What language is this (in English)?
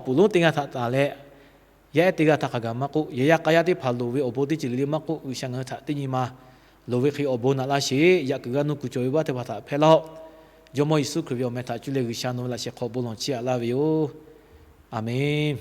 Lahu